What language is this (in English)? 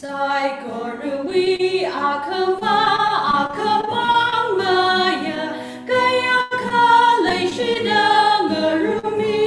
Tangkhul Naga (India)